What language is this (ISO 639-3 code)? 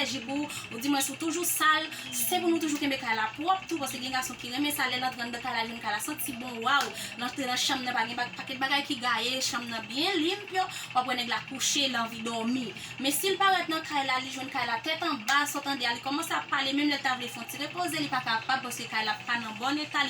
hat